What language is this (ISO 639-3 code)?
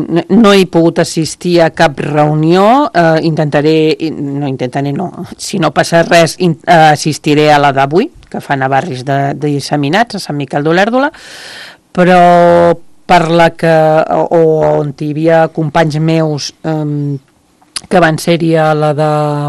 cat